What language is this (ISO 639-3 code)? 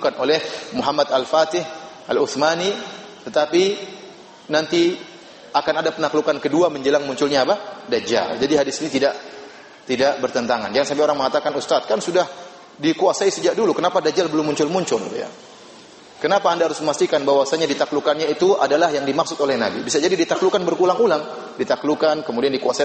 ind